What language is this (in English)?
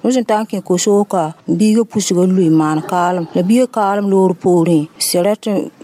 Mossi